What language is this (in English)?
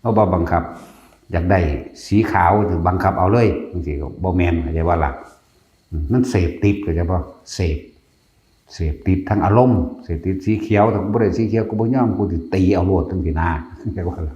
Lao